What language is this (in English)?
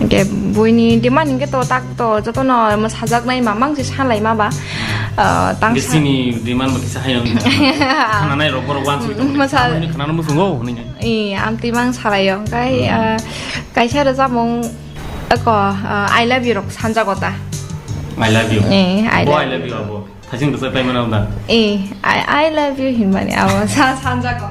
Kok Borok